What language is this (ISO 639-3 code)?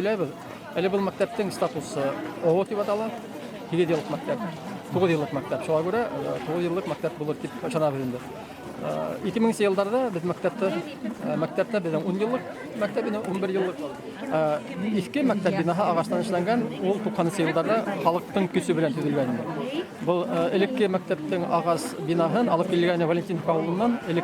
bak